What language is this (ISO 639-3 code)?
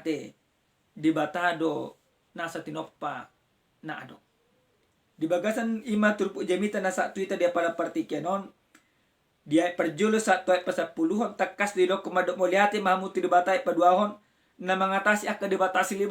bbc